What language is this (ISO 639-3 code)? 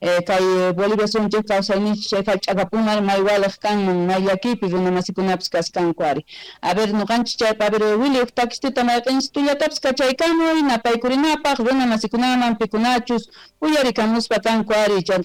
que